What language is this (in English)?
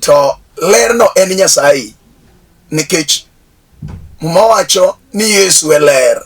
Luo (Kenya and Tanzania)